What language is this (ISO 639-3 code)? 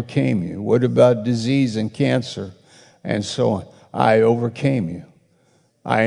eng